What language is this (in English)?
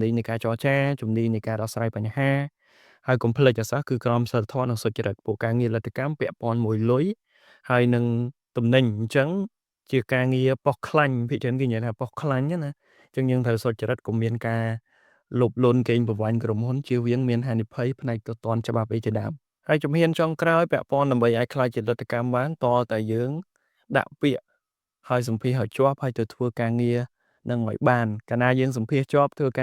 Khmer